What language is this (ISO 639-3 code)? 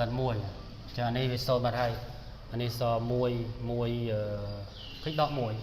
khm